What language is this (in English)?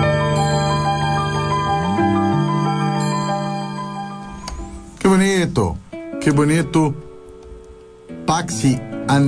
Portuguese